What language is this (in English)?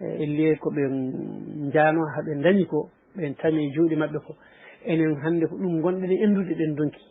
Fula